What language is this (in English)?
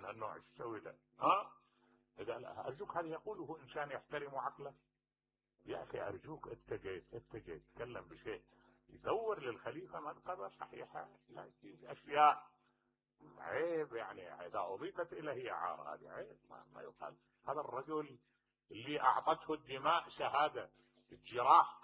Mesopotamian Arabic